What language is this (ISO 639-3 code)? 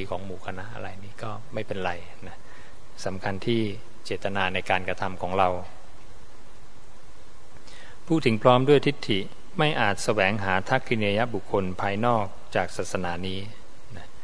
tha